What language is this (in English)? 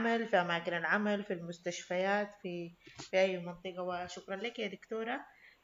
Sudanese Arabic